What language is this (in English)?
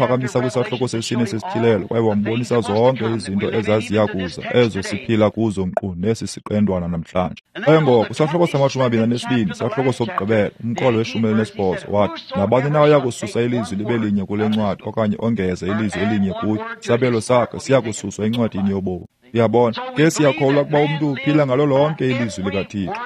Xhosa